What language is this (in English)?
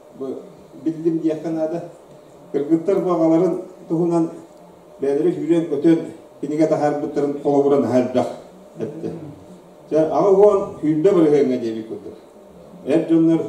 Yakut